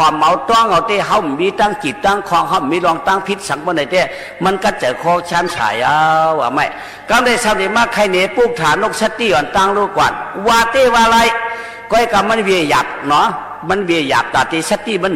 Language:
Shan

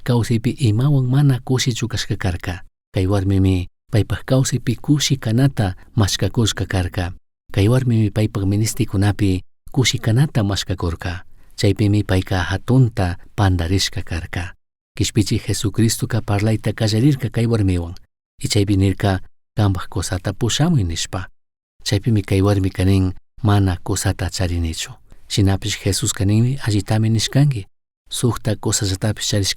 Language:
Chimborazo Highland Quichua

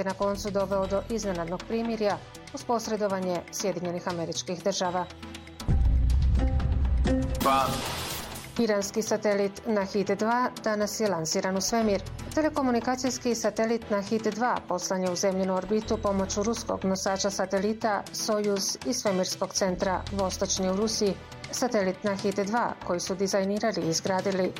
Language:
Bosnian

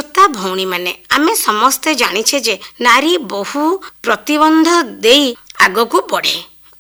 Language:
Odia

